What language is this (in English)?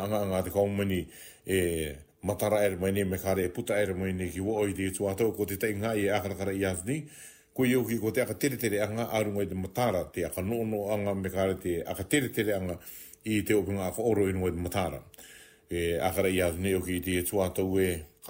Rarotongan